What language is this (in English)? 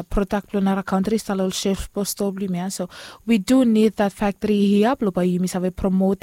Bislama